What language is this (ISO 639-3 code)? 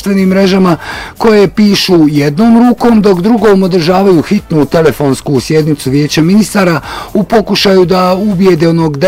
bos